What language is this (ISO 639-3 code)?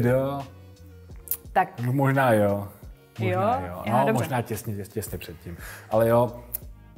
ces